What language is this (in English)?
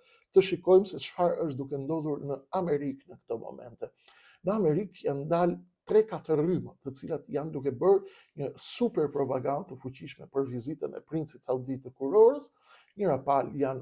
Albanian